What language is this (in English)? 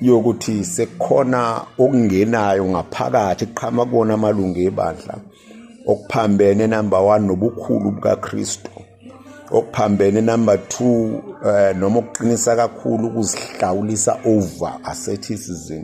Zulu